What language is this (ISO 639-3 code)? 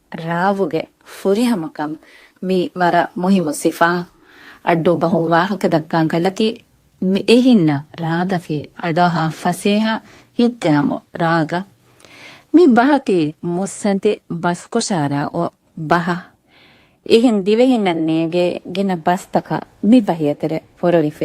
div